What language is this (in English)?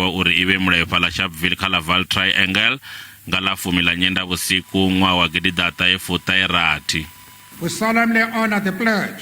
Venda